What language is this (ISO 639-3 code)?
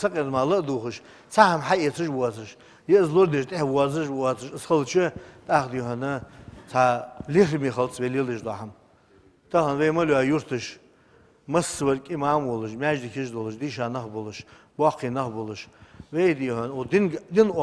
inh